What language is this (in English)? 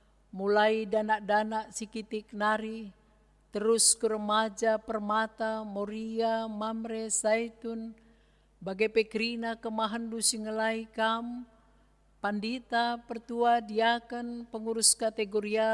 Batak Karo